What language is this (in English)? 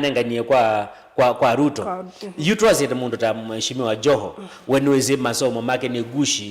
Kamba